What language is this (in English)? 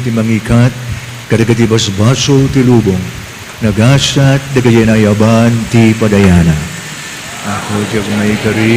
Iloko